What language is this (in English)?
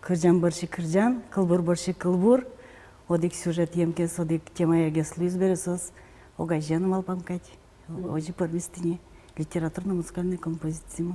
Udmurt